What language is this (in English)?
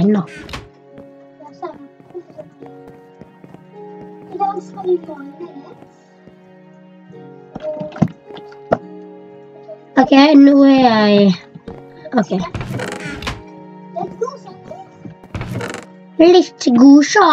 Norwegian